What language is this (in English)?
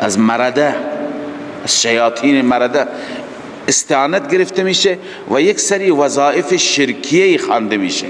Persian